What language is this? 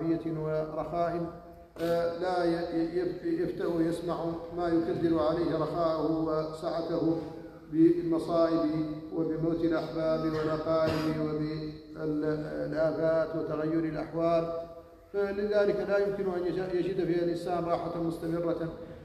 Arabic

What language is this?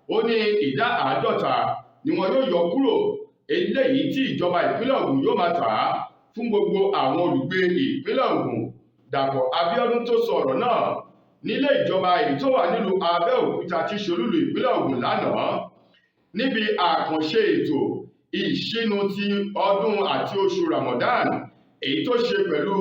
Yoruba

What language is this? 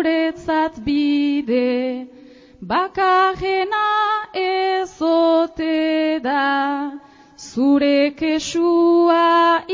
Basque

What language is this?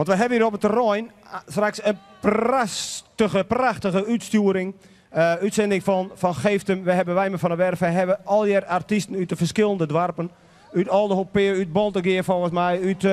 Western Frisian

